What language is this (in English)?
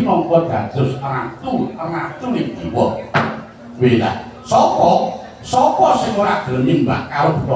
Javanese